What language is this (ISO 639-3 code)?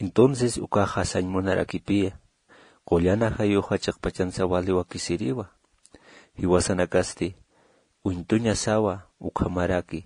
aym